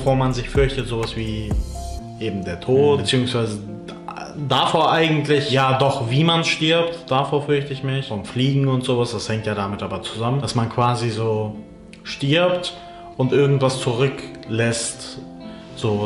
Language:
German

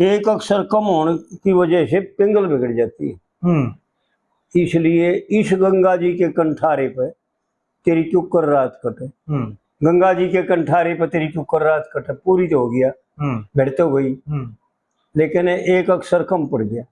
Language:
Haryanvi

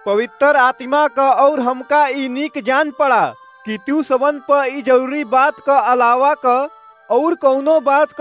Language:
Awadhi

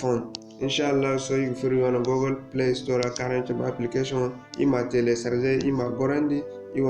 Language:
Zarma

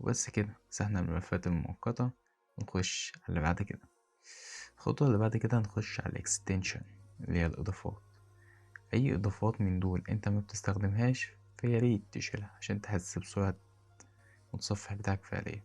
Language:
Egyptian Arabic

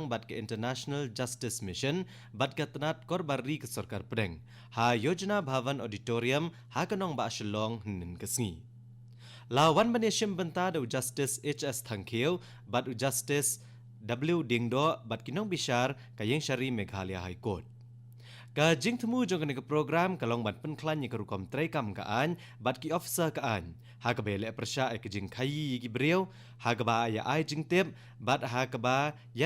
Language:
Khasi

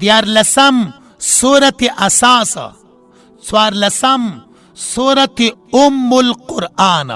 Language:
Pashto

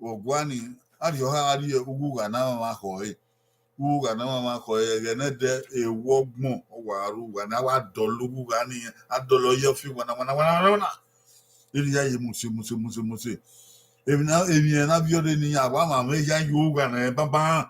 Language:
Bini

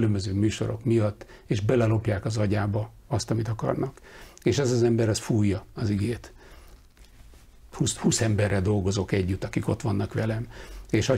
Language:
Hungarian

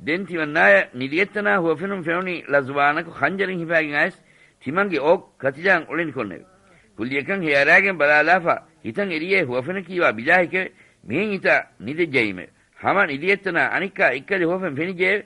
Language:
Divehi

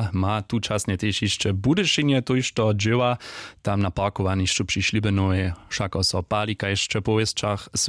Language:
Upper Sorbian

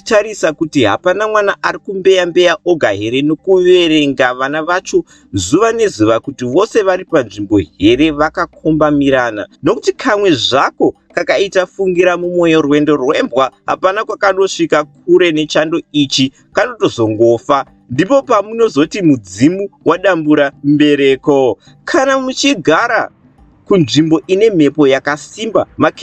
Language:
Shona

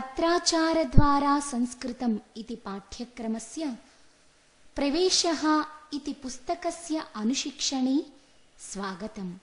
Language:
Sanskrit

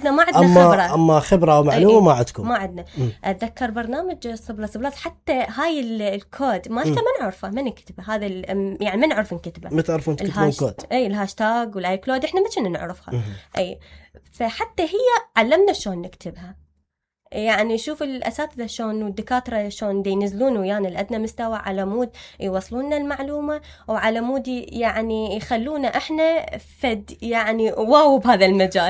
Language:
Mesopotamian Arabic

